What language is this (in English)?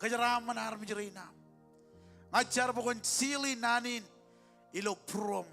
Marshallese